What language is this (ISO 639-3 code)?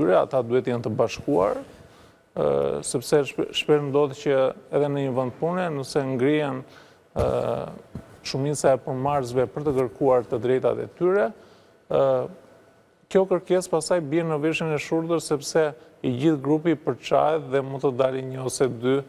sqi